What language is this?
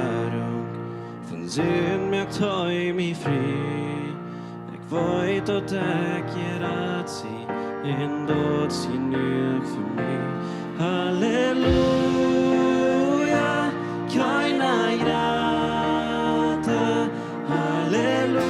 Plautdietsch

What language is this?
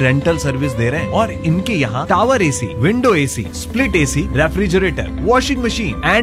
Hindi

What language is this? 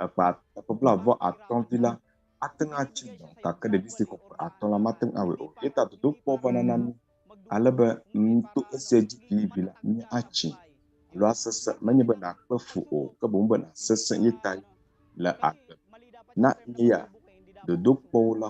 Ewe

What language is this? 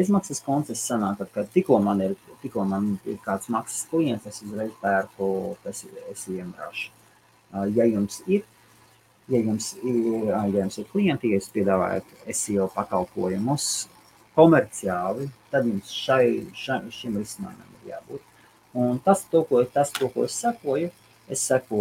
Latvian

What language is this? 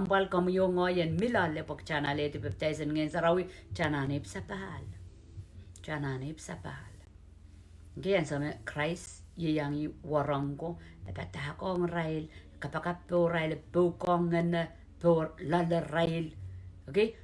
Pohnpeian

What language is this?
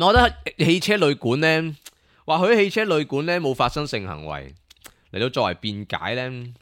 Cantonese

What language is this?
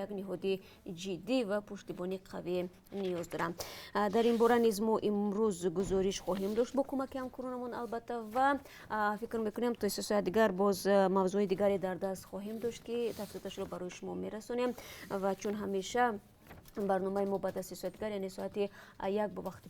Tajik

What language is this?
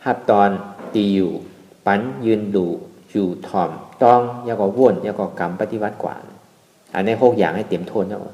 Shan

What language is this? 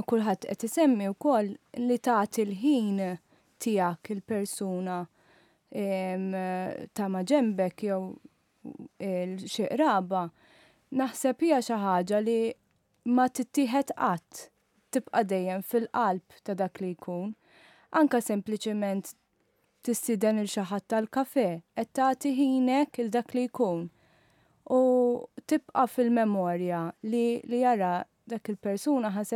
Maltese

